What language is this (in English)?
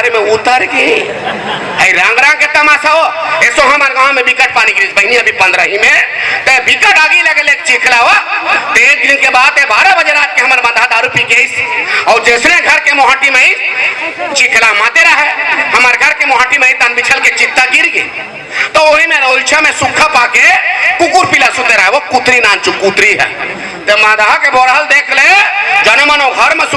Chhattisgarhi